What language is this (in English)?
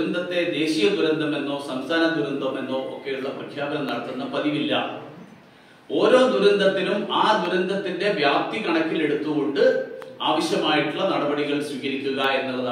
Malayalam